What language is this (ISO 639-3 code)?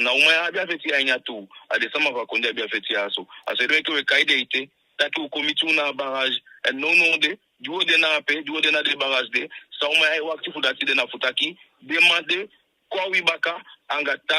djk